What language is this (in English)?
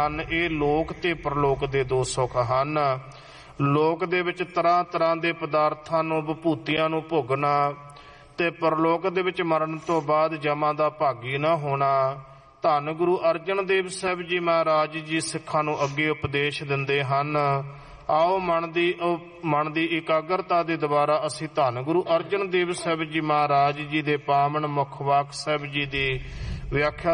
Punjabi